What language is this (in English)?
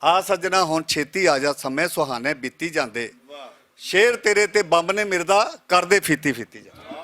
Western Panjabi